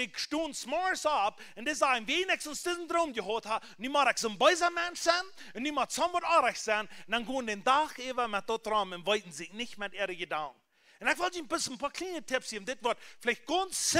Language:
Plautdietsch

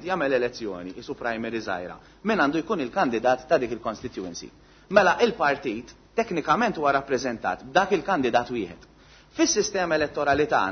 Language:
Maltese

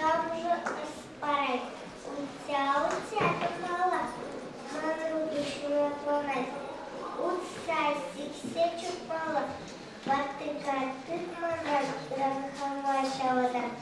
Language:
Chuvash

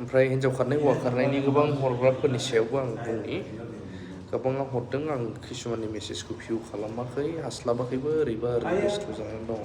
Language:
Bodo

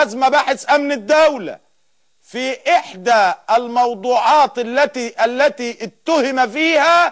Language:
Egyptian Arabic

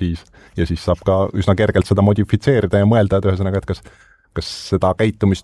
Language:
Estonian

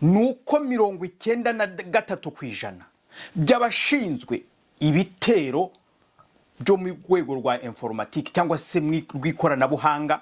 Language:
Kinyarwanda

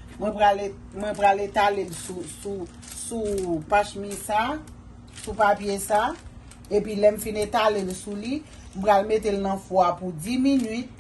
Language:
Haitian Creole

